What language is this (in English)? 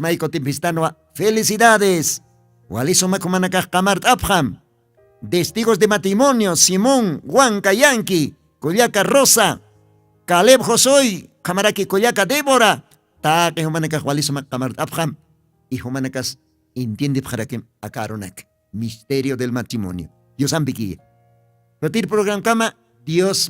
Aymara